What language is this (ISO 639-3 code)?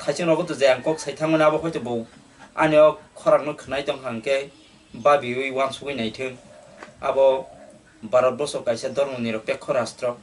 trp